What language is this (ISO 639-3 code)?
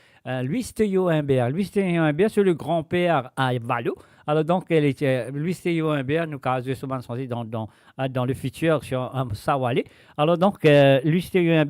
mfe